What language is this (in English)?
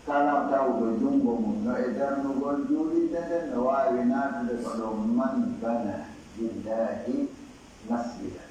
Pular